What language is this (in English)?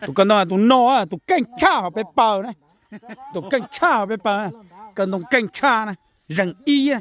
Hmong